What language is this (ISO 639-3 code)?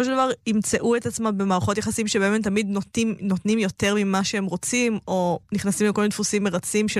heb